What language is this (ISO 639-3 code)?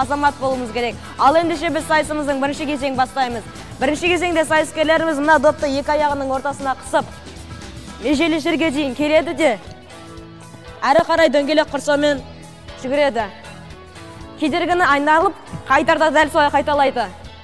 kaz